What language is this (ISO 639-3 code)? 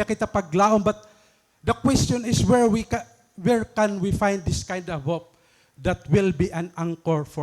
war